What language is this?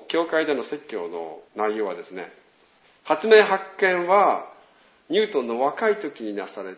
Japanese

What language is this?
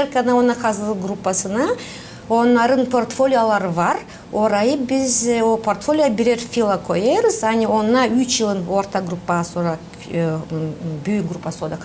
Gagauz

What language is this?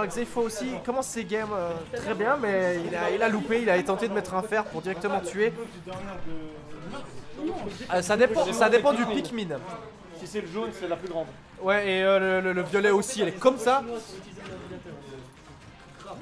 French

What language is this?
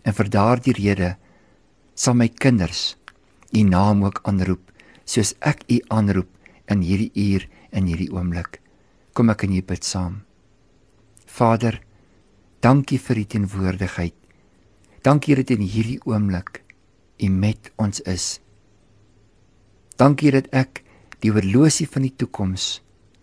Afrikaans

